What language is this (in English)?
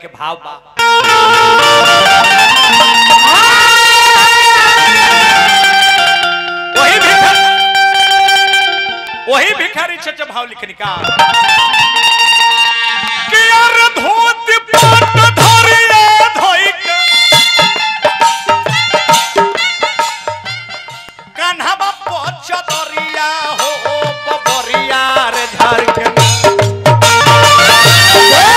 Bhojpuri